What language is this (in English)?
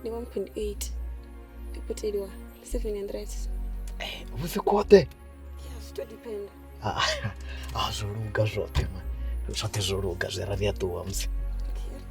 Venda